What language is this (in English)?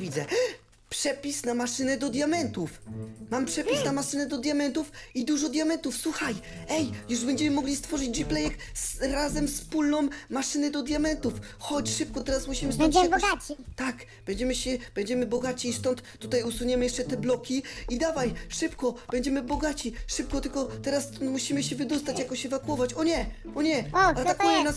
Polish